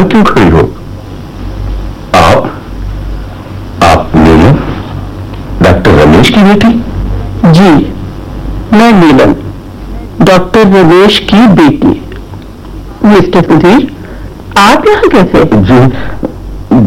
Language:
Hindi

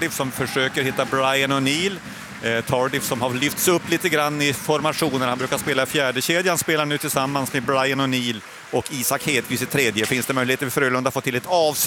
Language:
Swedish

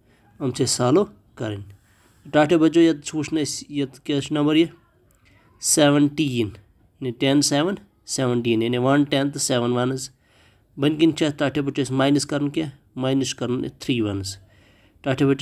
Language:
Kashmiri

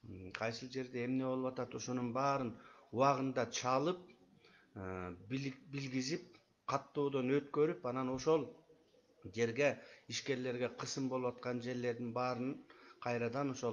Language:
Kyrgyz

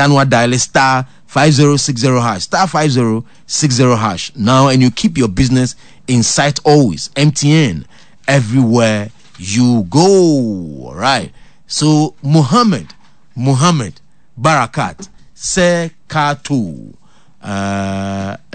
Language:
Akan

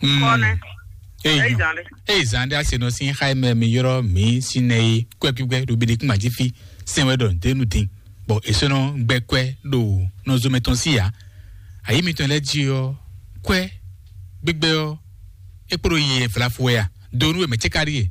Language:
Fon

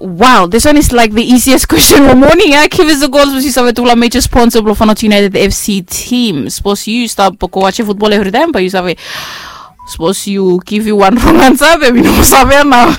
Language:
Bislama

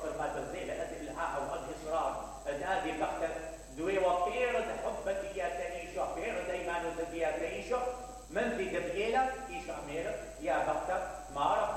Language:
Mesopotamian Arabic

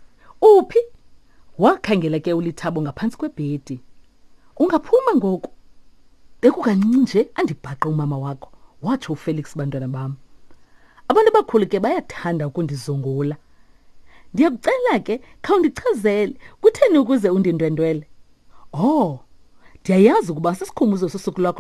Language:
Xhosa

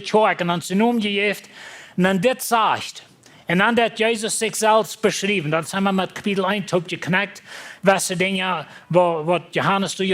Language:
Plautdietsch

